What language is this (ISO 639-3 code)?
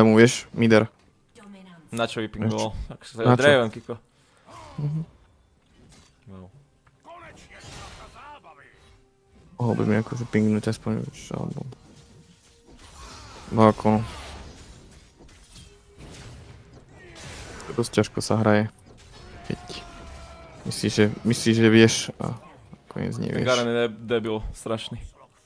slk